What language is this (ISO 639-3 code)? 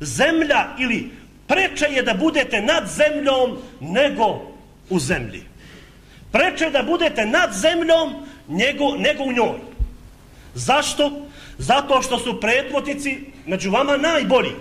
bos